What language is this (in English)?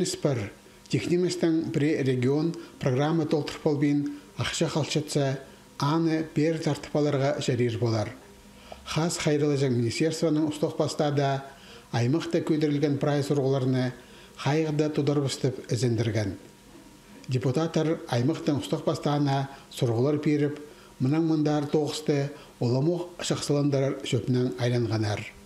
Khakas